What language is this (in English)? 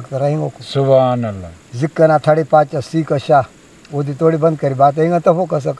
Brahui